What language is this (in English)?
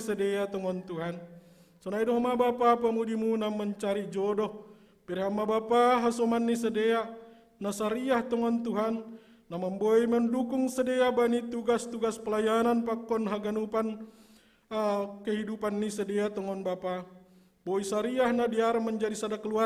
Batak Simalungun